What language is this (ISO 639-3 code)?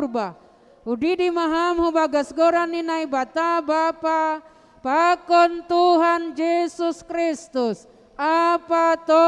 bts